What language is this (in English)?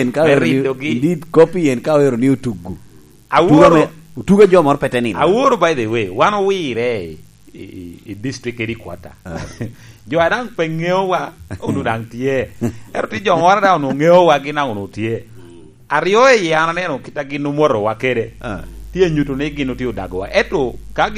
Lango (Uganda)